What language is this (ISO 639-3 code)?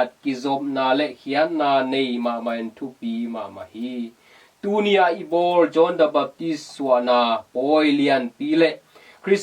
ctd